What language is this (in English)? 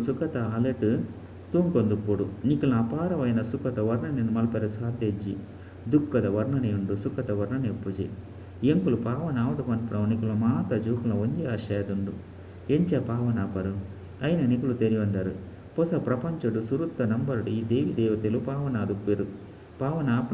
Tulu